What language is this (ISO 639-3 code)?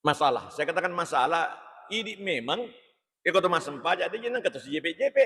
bug